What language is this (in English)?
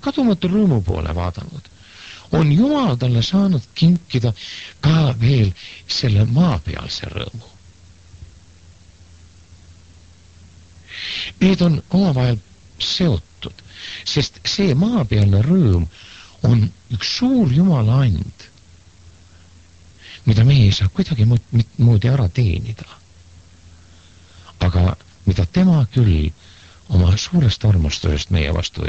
Estonian